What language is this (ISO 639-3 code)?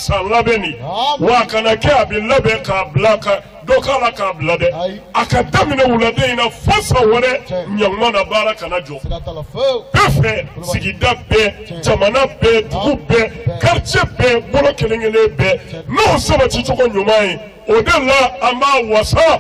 bam